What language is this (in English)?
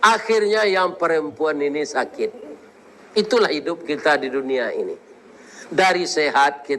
Minangkabau